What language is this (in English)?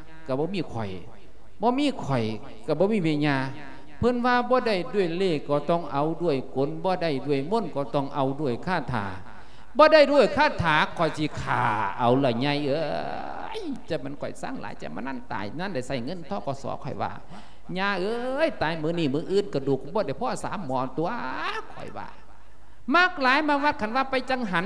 Lao